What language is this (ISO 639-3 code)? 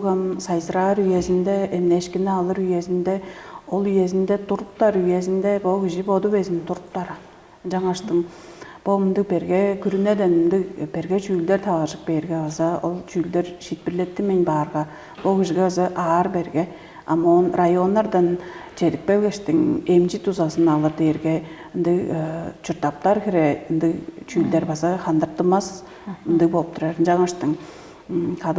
tyv